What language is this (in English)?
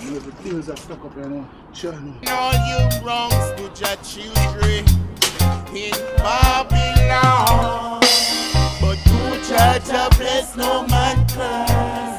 Jamaican Creole English